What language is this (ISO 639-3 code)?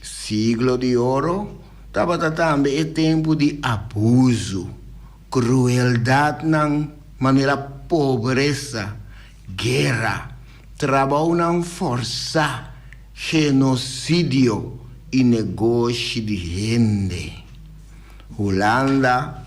pap